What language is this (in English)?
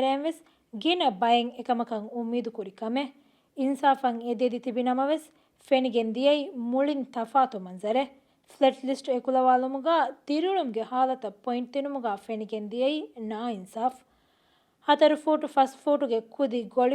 Divehi